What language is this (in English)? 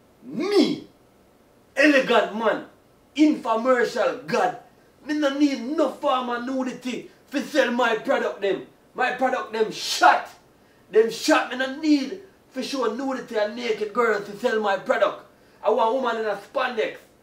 Jamaican Creole English